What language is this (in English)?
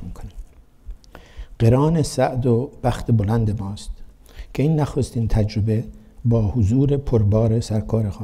Persian